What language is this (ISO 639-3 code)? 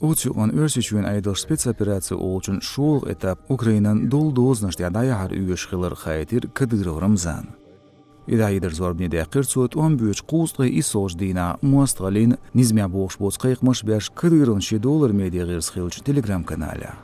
che